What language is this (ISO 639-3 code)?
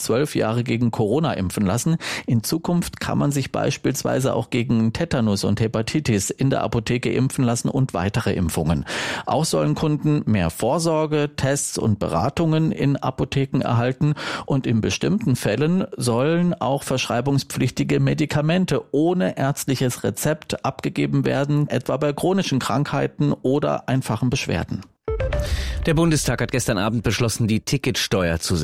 deu